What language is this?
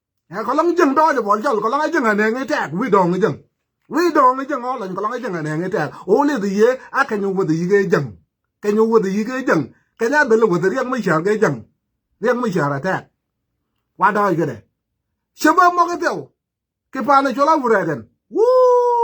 Nuer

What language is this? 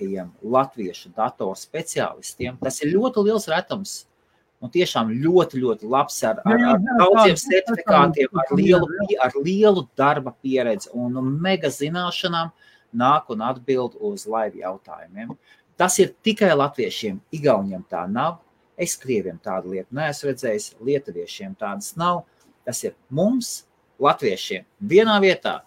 Latvian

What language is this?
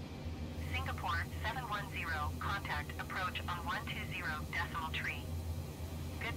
English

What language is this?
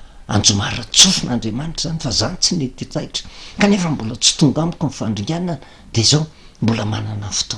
Malagasy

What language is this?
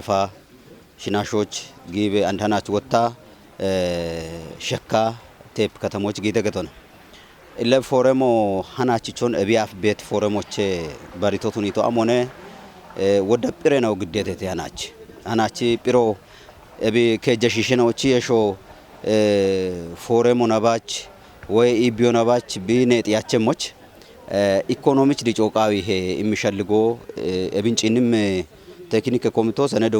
Kafa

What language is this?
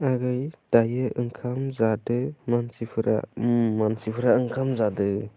Bodo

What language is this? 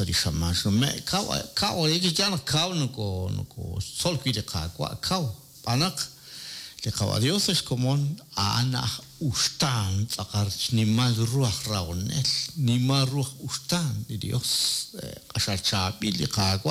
Kekchí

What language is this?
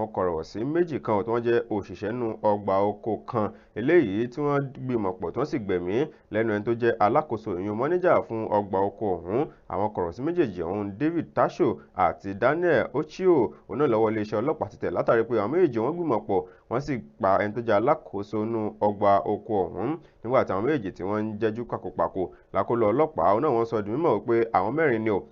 Yoruba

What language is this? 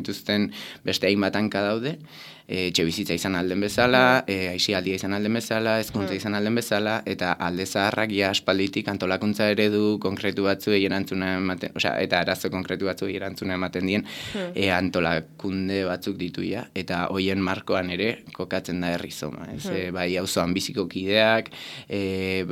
Basque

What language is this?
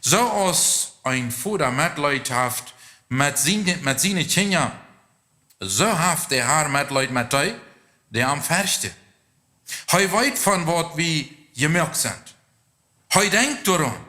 Plautdietsch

